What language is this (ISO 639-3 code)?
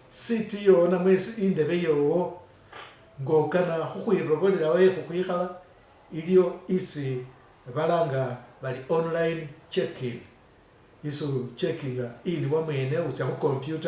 myx